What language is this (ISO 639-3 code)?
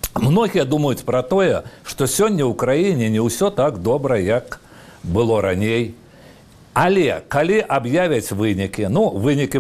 bel